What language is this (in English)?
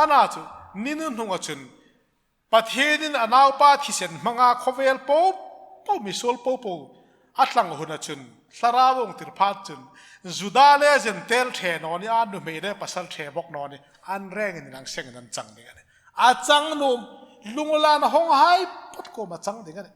Hmar